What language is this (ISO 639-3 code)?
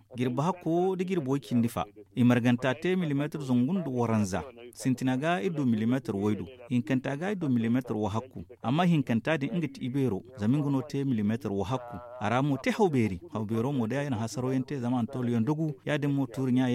dje